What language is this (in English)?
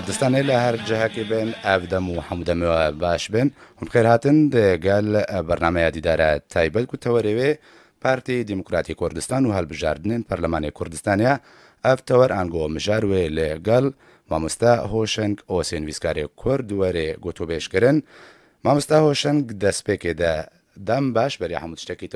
Kurdish